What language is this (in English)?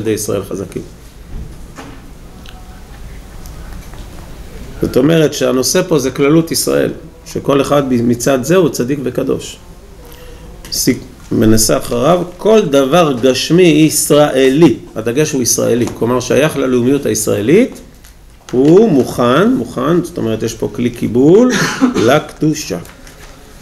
Hebrew